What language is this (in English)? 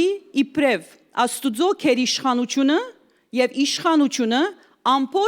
Western Armenian